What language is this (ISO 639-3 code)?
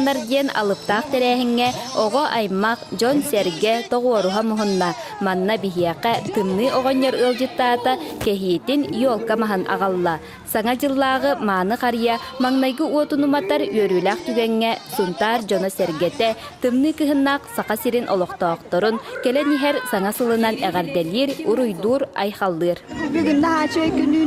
sah